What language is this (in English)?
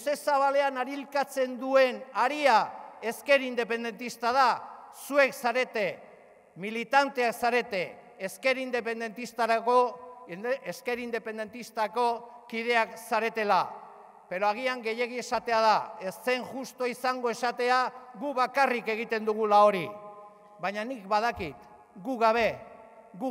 Basque